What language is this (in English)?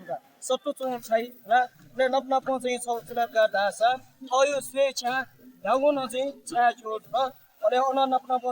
Newari